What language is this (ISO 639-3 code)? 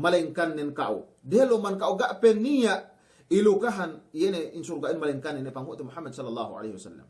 yka